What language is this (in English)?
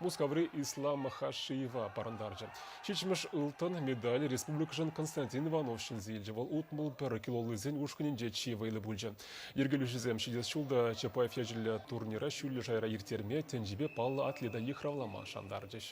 Chuvash